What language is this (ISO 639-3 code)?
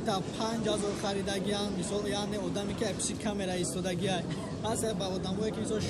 tgk